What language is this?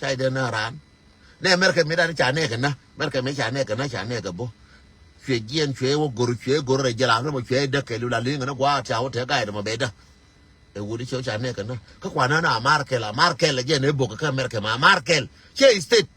Nuer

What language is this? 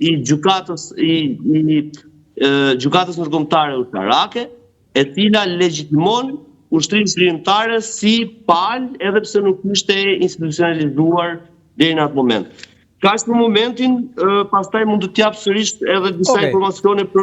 Albanian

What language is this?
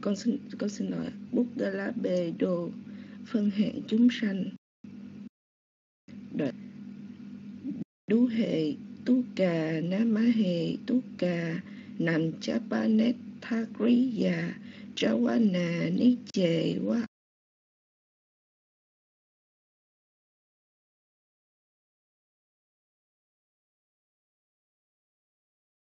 Vietnamese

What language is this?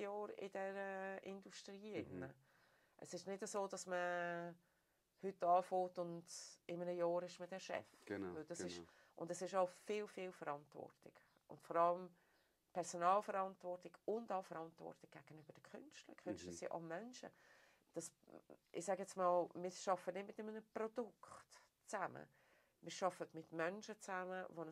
Swiss German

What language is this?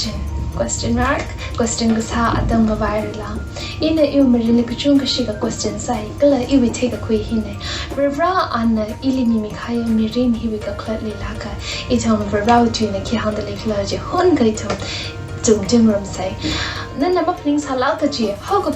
Tangkhul Naga (India)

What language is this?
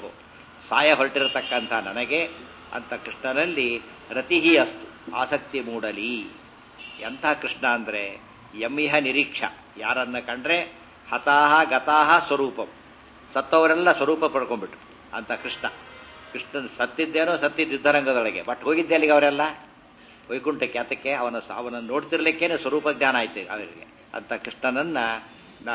Kannada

